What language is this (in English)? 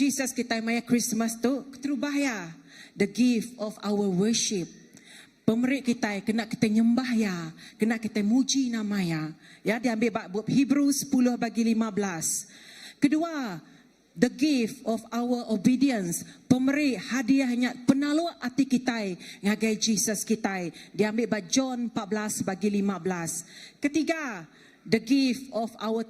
Iban